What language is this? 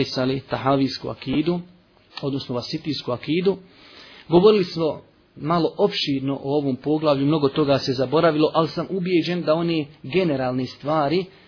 Bosnian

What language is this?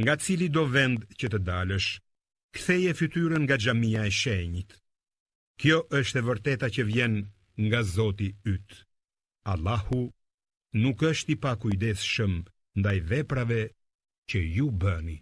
Albanian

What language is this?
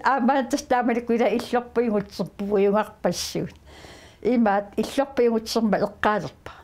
Kalaallisut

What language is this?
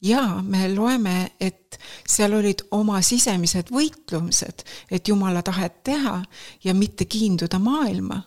Estonian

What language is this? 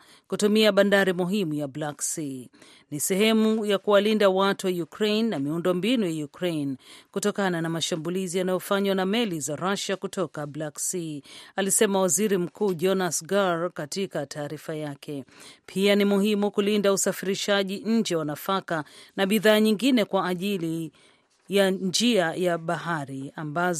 Swahili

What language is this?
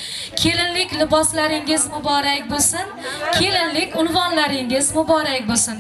Uzbek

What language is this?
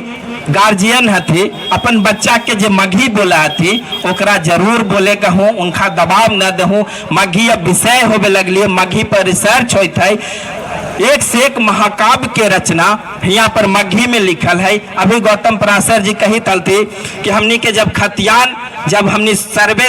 Magahi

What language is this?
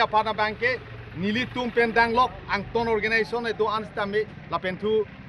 Karbi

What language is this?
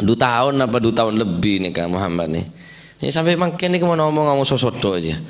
Madurese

